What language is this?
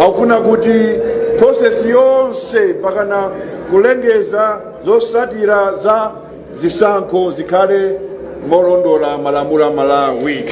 Nyanja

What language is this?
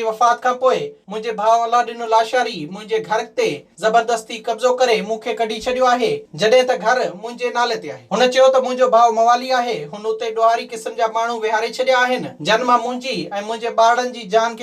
Sindhi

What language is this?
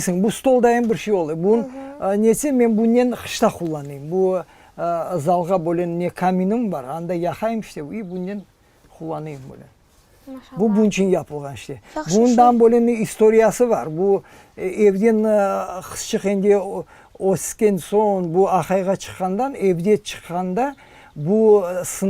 Crimean Tatar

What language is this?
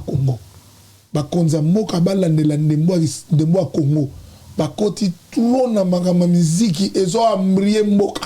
Lingala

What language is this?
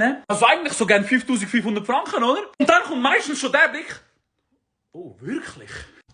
Swiss German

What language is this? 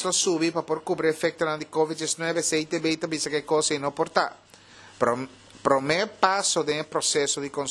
Papiamento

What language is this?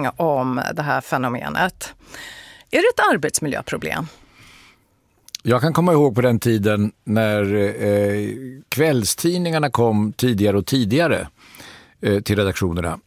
Swedish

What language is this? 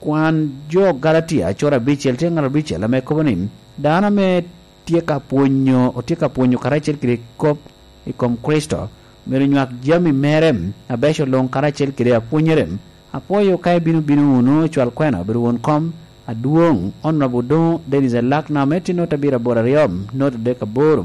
Lango (Uganda)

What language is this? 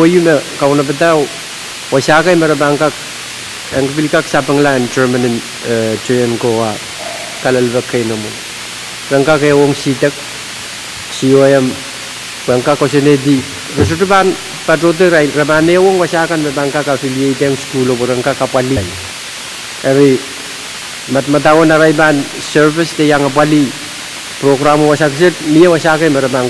Pohnpeian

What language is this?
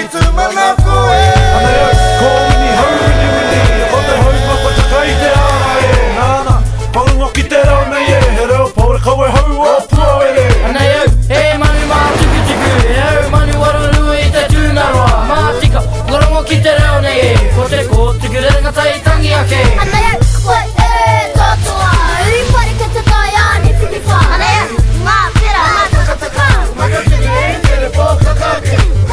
Māori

